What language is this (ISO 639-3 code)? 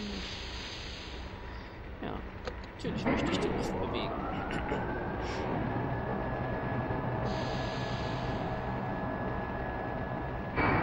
deu